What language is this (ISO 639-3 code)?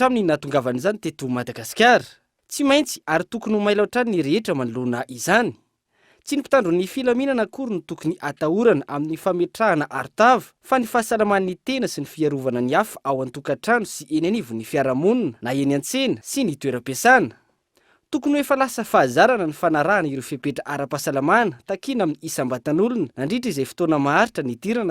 mlg